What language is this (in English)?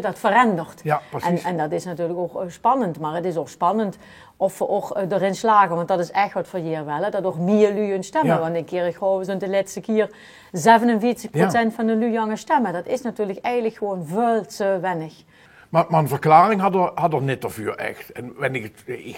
Limburgish